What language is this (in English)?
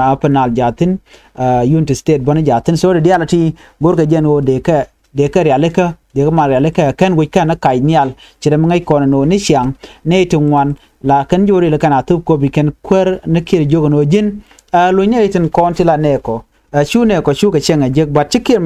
Nuer